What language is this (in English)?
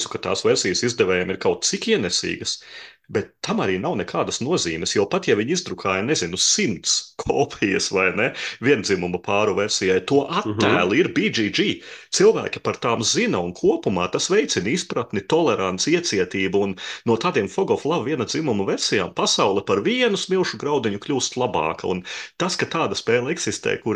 Latvian